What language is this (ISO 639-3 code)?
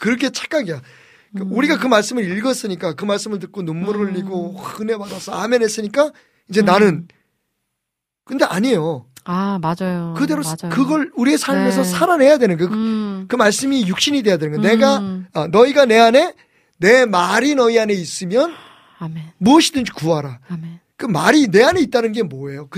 kor